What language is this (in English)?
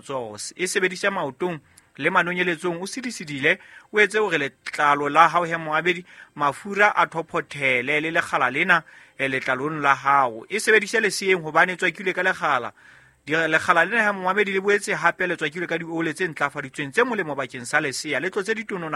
Southern Sotho